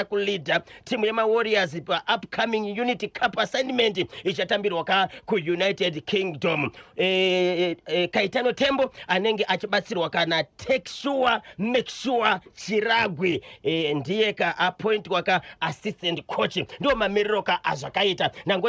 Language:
Shona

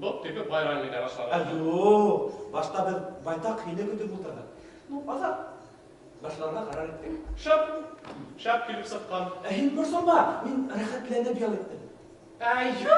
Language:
Bashkir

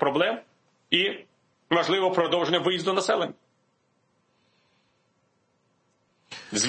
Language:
Ukrainian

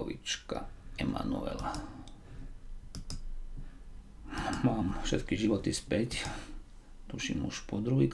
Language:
Slovak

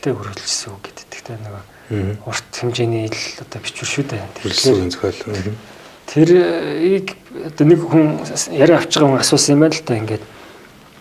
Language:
Mongolian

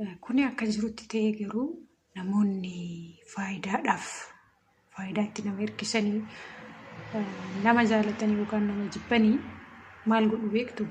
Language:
Oromo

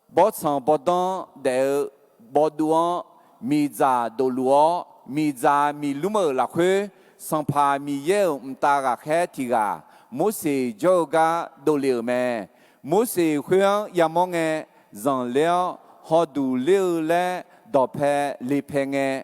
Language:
Akha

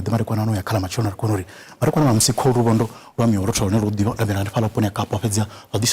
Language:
Venda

